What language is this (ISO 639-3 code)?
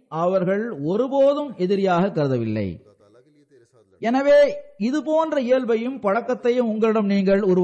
tam